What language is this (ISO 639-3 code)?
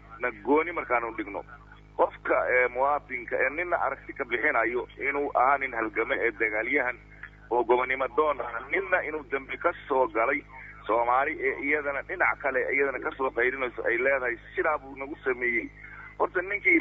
som